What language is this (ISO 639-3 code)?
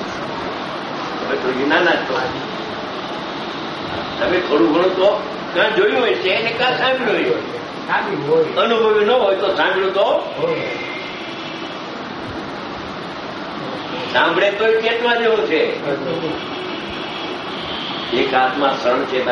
guj